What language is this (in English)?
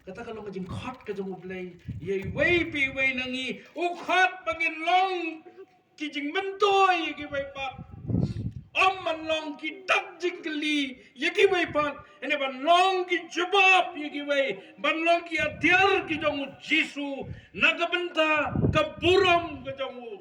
Khasi